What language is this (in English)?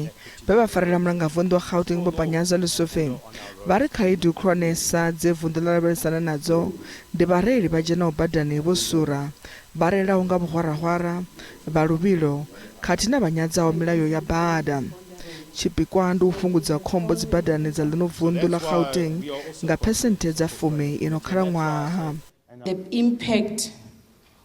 Venda